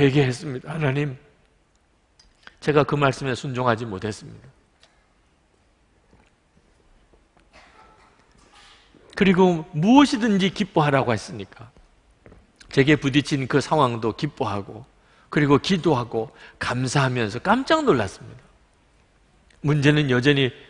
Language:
Korean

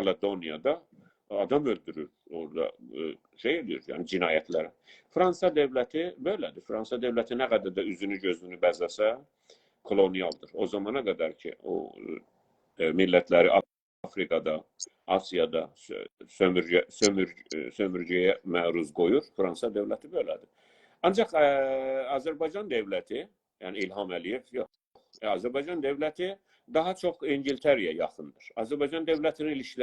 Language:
South Azerbaijani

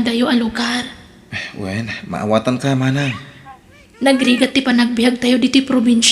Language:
Iloko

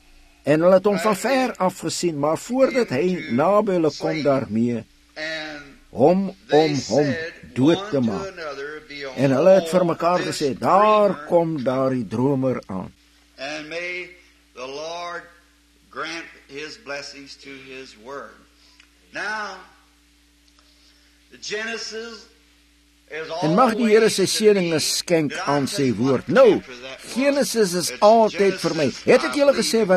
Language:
Afrikaans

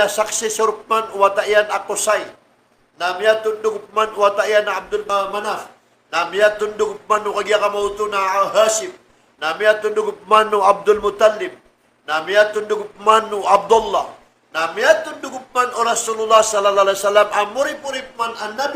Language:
Maranao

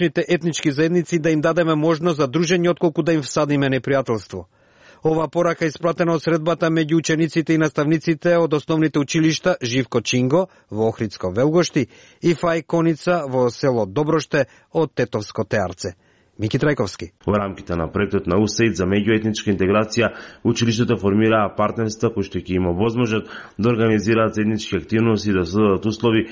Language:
Macedonian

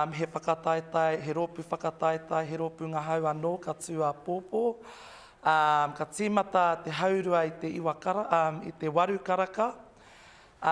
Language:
Māori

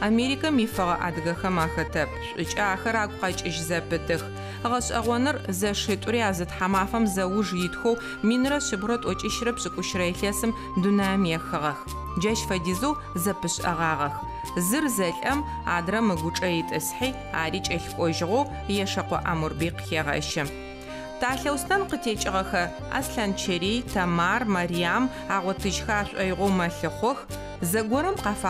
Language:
Adyghe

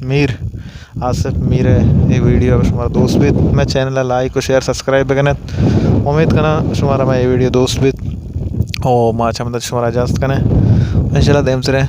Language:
Baluchi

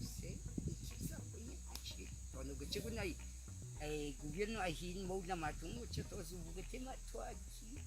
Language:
Cogui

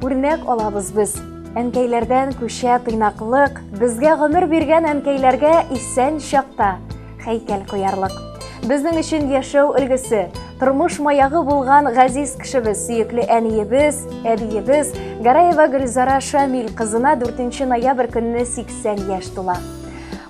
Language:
Tatar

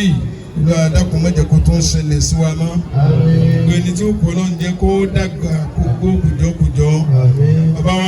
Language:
Yoruba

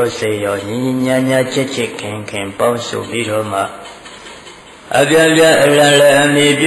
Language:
Burmese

